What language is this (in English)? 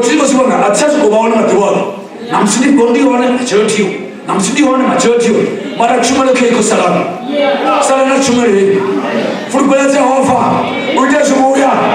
Venda